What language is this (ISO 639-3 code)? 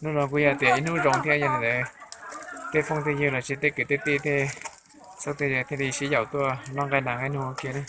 hmn